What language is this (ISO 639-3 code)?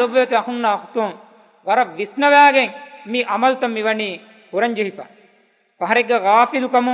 div